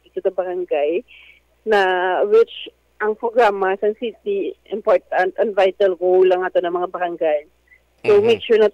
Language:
Hiligaynon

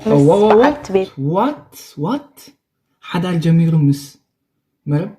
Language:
Tigrinya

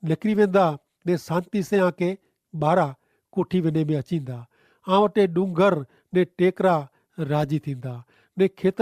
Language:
Kachhi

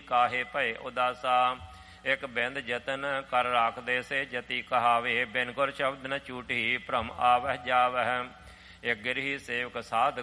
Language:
Punjabi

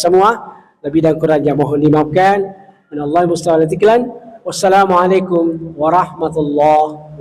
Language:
Buginese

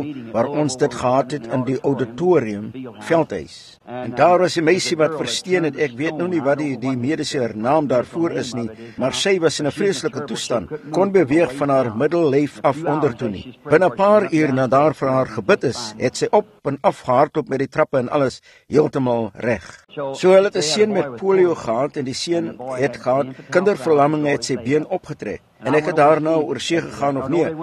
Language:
Afrikaans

